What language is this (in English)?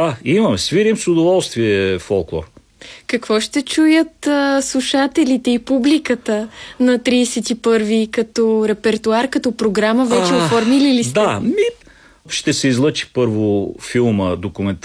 Bulgarian